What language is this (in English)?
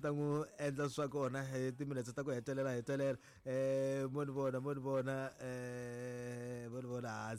Tsonga